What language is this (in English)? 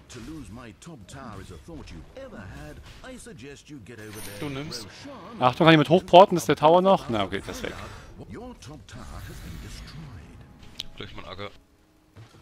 German